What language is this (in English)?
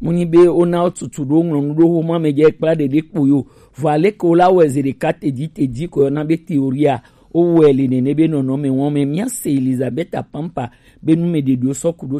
Gen